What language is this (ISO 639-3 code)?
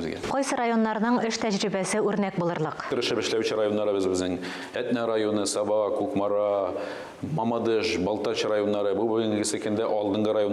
tat